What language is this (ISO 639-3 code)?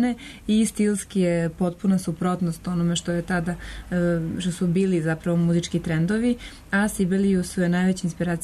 srp